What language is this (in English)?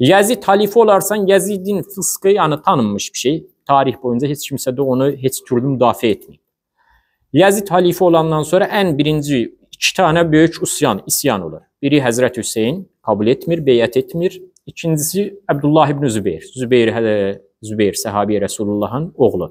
Azerbaijani